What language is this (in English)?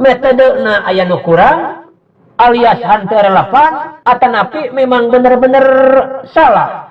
Sundanese